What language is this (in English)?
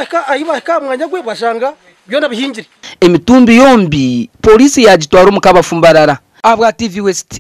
Nyankole